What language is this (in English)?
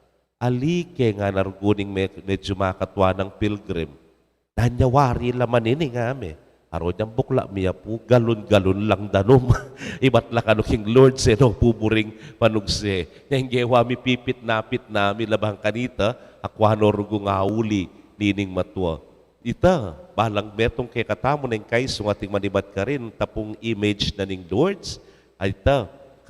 Pampanga